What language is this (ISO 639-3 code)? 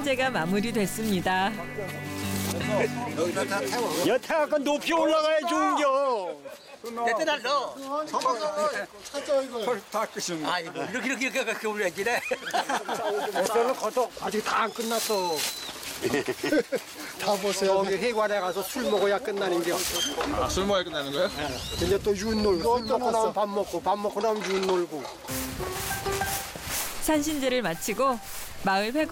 kor